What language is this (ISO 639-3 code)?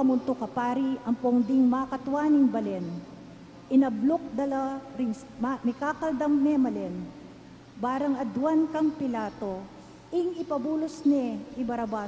pam